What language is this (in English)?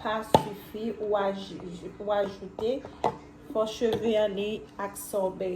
Haitian Creole